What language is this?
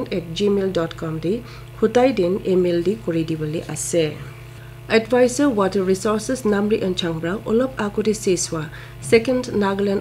Naga Pidgin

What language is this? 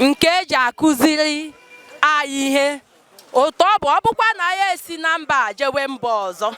Igbo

